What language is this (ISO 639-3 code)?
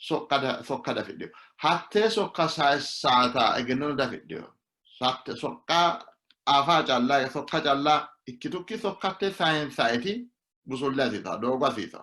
sid